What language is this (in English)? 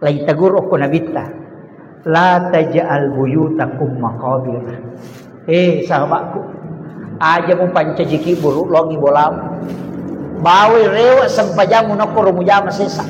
Buginese